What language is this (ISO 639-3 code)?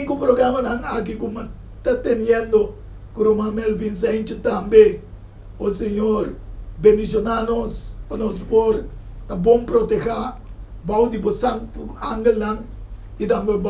pap